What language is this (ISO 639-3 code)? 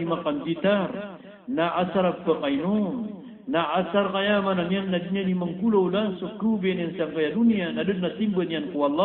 mrw